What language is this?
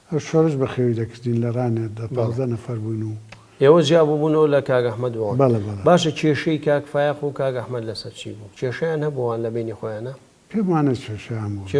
Central Kurdish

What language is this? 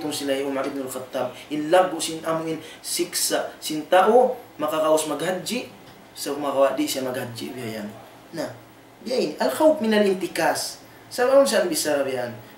Tausug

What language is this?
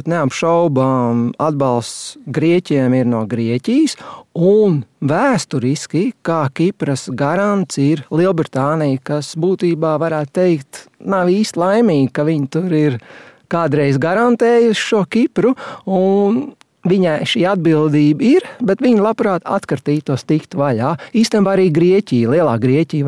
Latvian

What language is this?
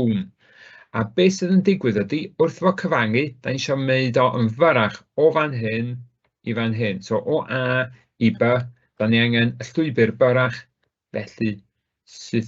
Welsh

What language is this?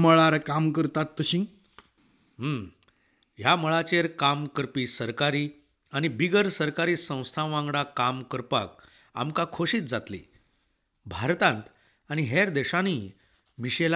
Konkani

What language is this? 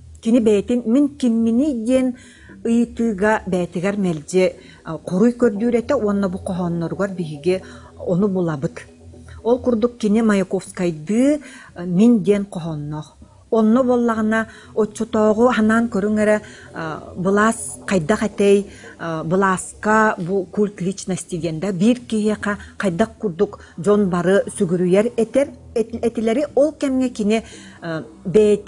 Yakut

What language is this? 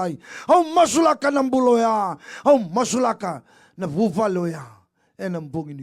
Fijian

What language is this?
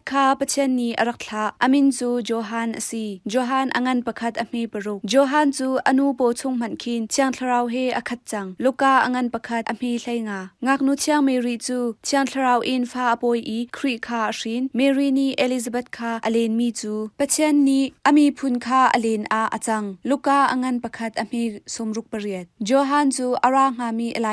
Hakha Chin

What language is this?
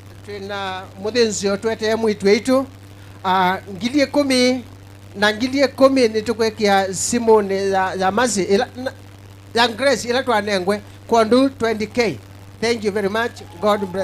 Kamba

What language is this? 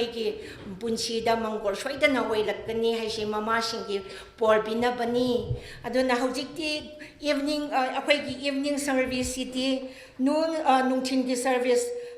Tangkhul Naga (India)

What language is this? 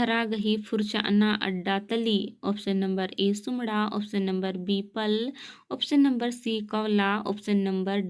Kurukh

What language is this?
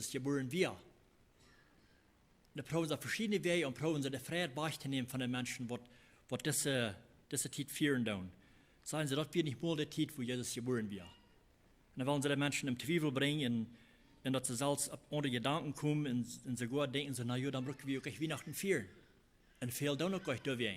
Plautdietsch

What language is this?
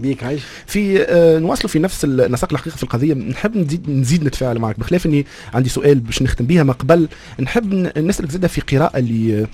Tunisian Arabic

